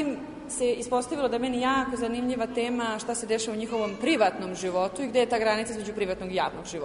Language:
Serbian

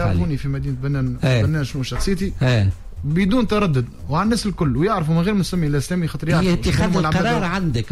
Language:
Tunisian Arabic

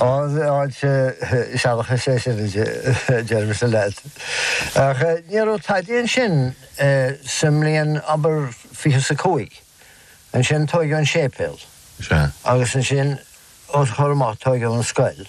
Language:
Irish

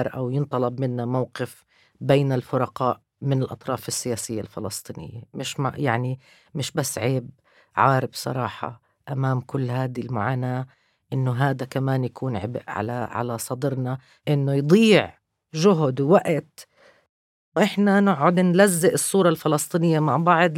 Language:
North Levantine Arabic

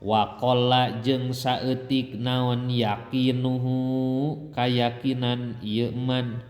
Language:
Sundanese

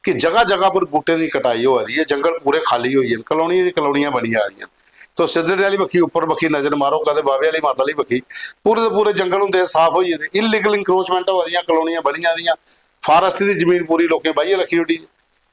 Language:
Dogri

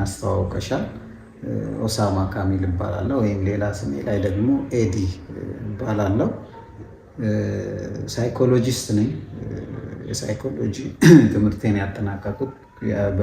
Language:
Amharic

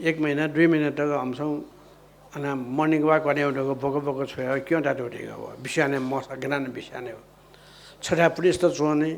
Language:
Newari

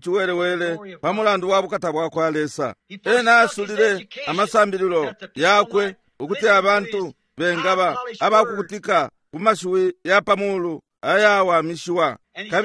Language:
Bemba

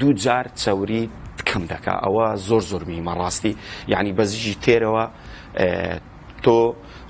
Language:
Central Kurdish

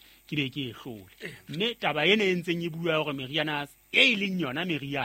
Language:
Southern Sotho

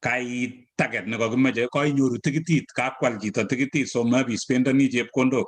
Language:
Kalenjin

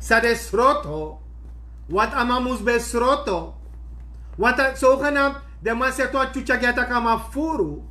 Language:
Sranan Tongo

